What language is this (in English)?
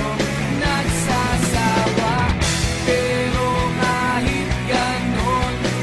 Filipino